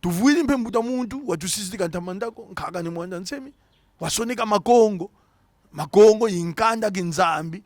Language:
Kongo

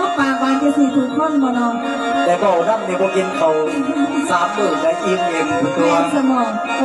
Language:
Lao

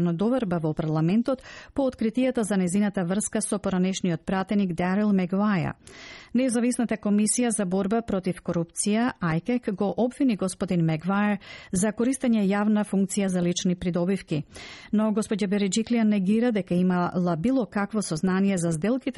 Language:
Macedonian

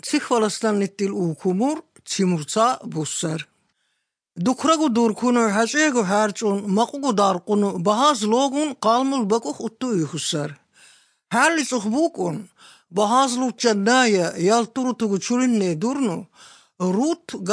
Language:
Armenian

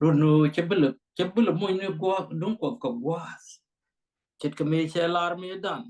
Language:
Nuer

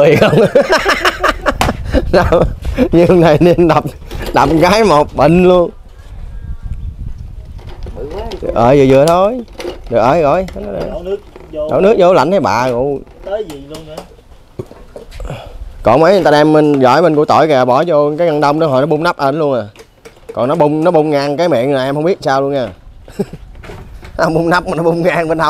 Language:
Vietnamese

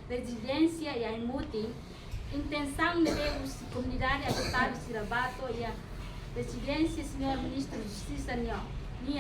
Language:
Tetum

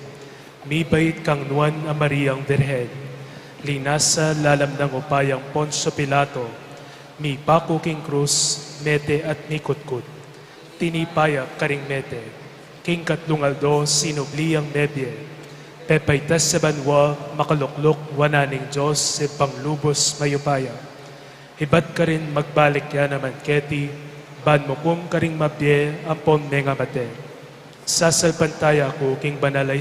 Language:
Pampanga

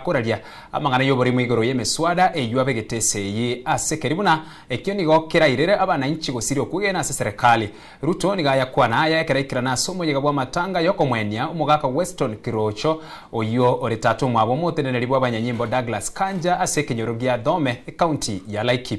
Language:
Gusii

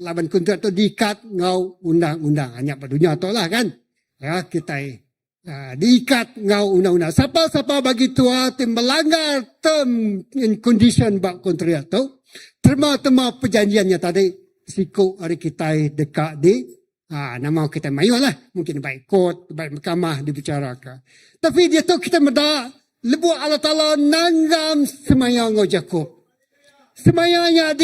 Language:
Iban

